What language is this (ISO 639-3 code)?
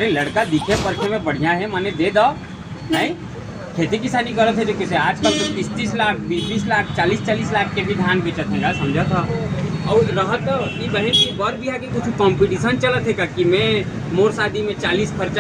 hne